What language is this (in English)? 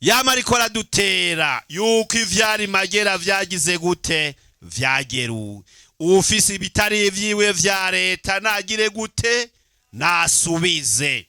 Rundi